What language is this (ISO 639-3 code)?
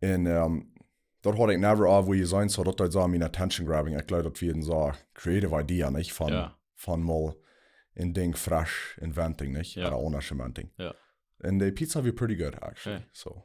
pdt